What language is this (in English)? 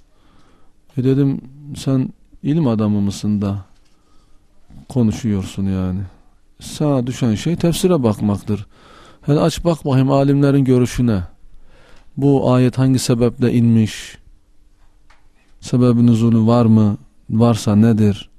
Turkish